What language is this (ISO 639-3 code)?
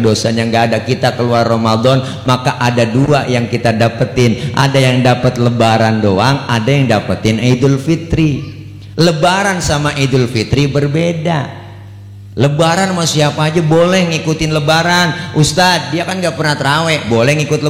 bew